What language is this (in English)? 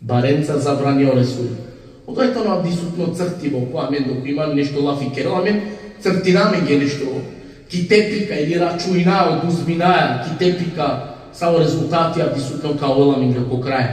Balkan Romani